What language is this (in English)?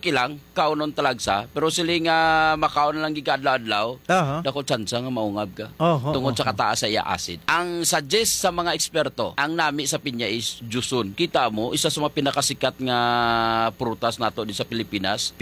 Hiligaynon